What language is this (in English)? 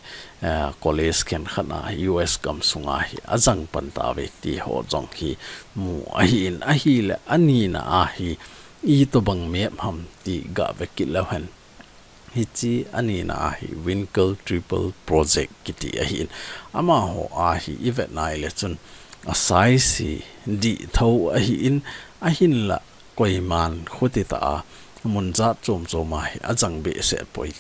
Thado Chin